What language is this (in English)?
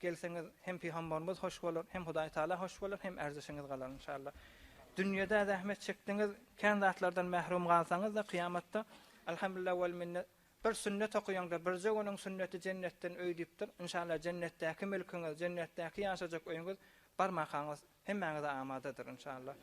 Turkmen